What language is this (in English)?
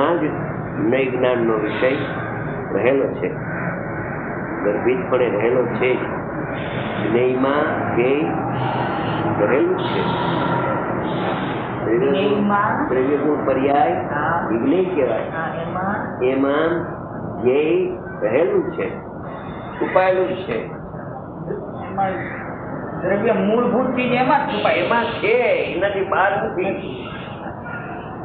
Gujarati